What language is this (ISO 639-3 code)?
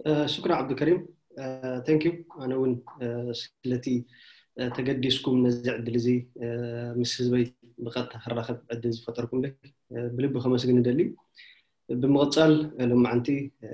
tir